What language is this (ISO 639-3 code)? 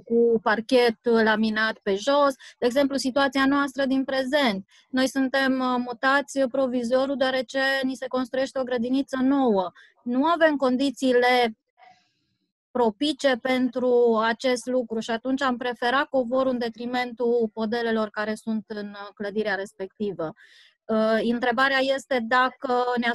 ron